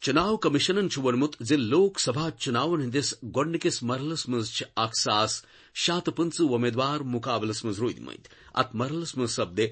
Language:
Kashmiri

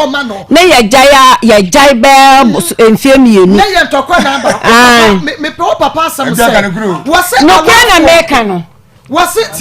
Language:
Akan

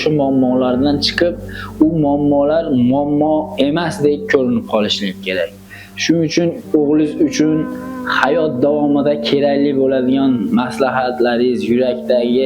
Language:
Uzbek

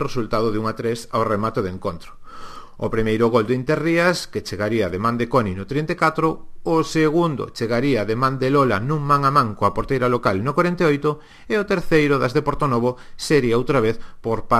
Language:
Galician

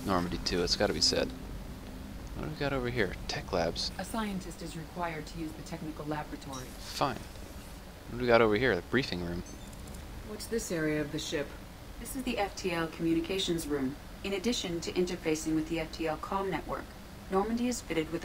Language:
English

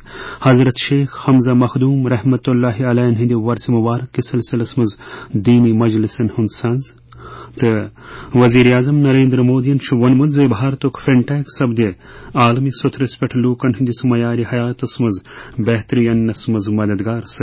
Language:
Kashmiri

